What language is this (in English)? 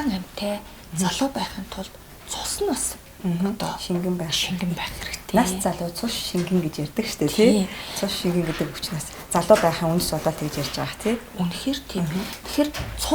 Mongolian